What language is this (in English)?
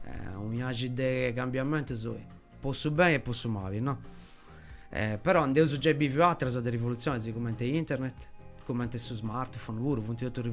Sardinian